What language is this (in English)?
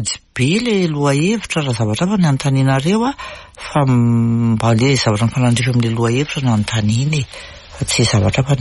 Malagasy